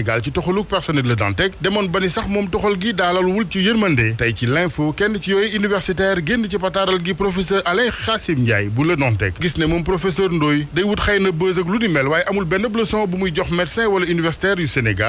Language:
Wolof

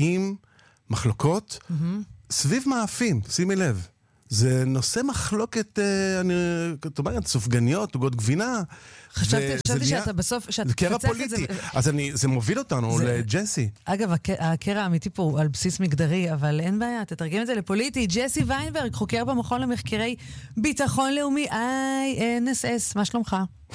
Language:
Hebrew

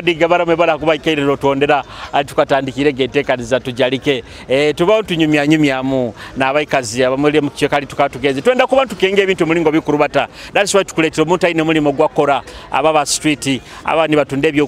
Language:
Nyoro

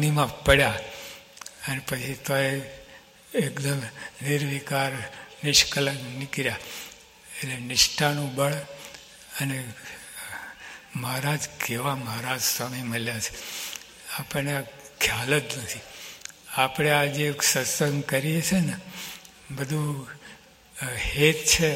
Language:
Gujarati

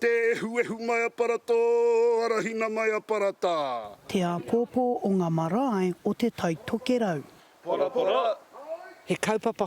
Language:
Māori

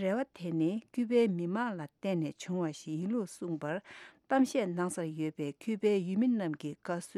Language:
Tibetan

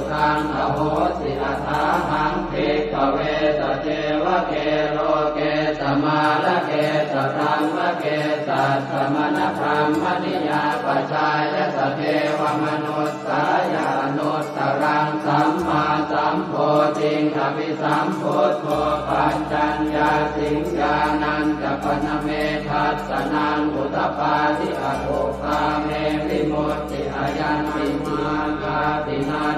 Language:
Pali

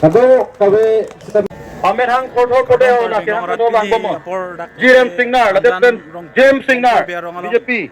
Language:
Karbi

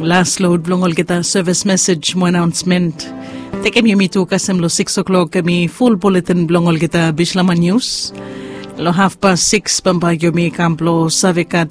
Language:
Bislama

